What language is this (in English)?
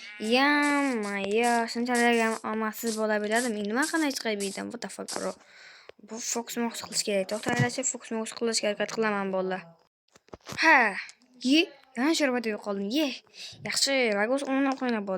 Uzbek